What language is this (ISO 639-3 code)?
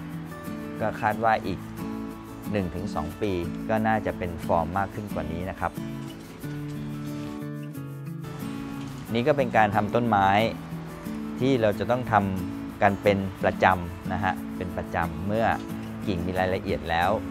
tha